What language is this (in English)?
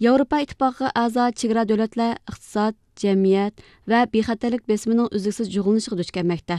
Uyghur